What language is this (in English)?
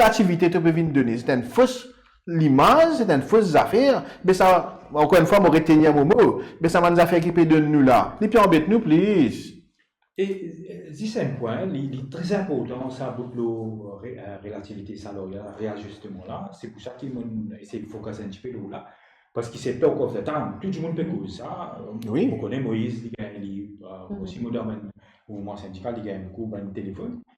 Morisyen